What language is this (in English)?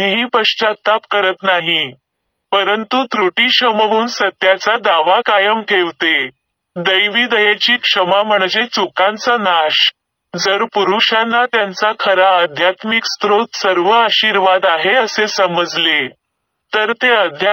Marathi